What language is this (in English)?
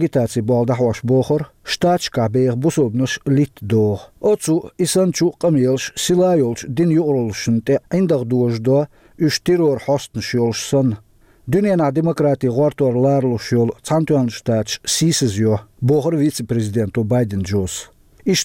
Chechen